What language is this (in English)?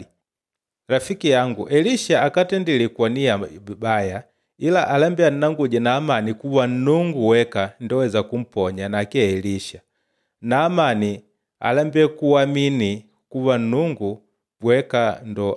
Makonde